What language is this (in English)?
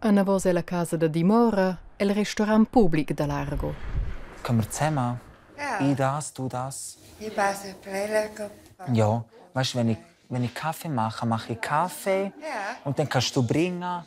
Romansh